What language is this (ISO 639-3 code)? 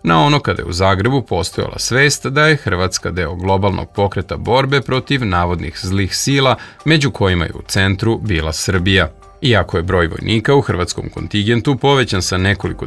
srp